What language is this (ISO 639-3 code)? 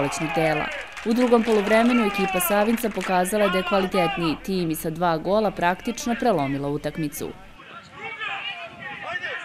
srp